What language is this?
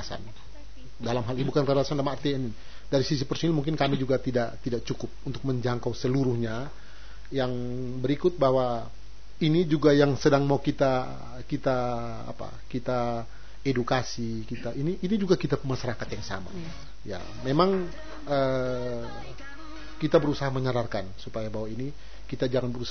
Indonesian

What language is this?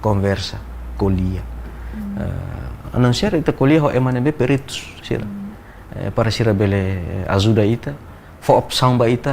Tetum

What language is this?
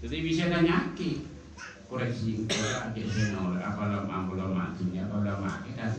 Madurese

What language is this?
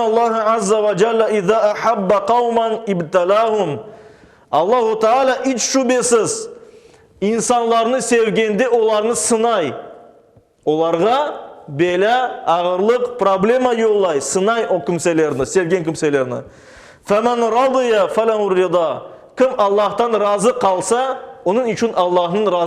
Crimean Tatar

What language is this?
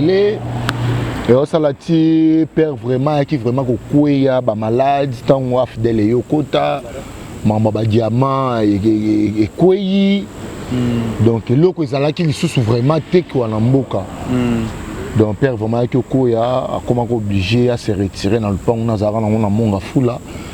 Lingala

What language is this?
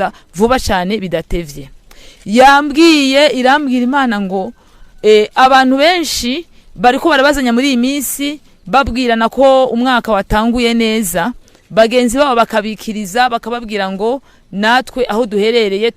Rundi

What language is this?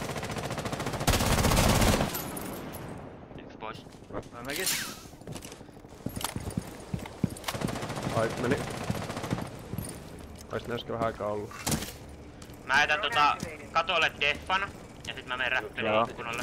Finnish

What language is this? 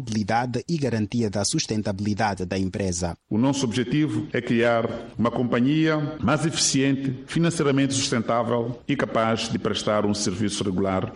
Portuguese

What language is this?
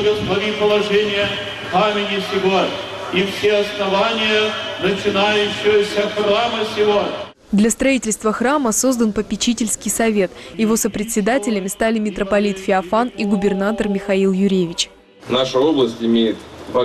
Russian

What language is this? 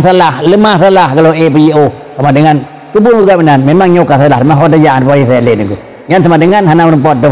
Achinese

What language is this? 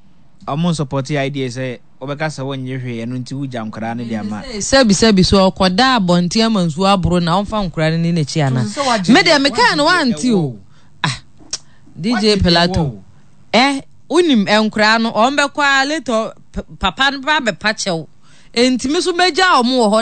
Akan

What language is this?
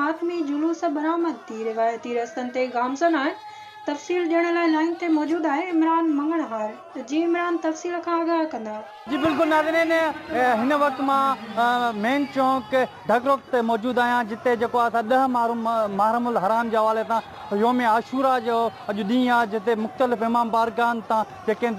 Sindhi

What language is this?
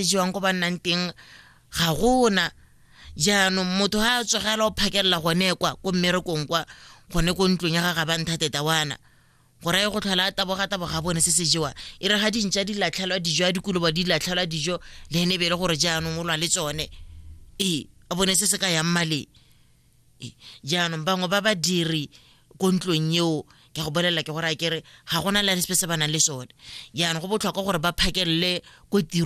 Tswana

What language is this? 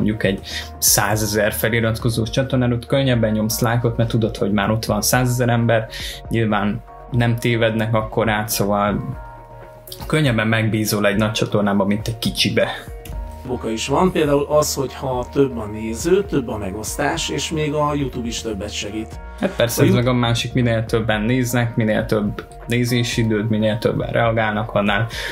Hungarian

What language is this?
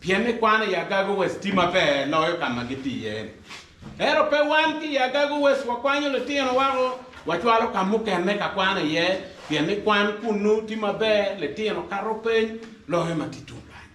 Acoli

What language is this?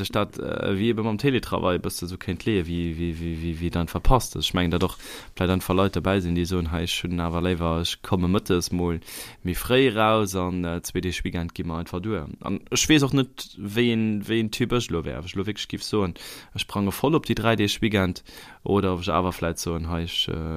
Luxembourgish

